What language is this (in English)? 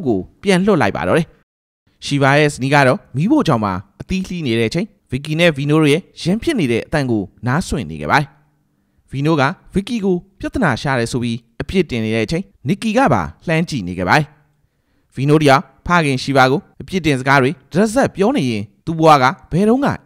Burmese